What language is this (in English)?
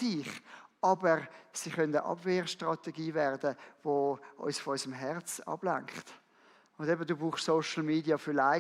Swiss German